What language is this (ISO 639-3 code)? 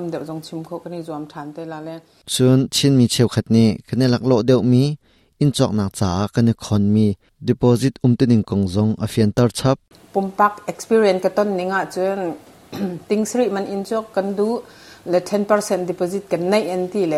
cnh